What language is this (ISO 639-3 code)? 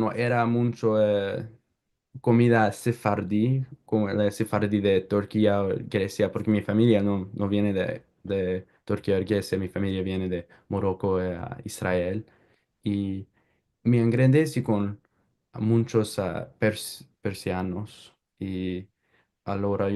lad